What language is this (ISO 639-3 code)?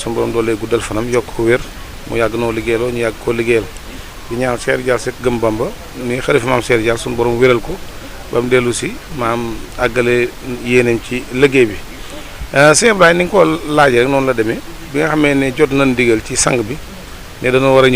wol